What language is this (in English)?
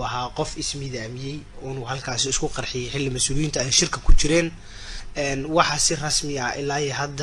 Somali